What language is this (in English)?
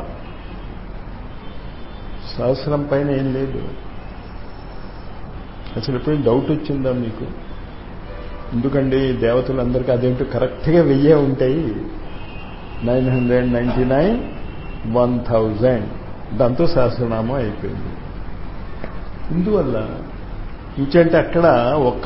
Telugu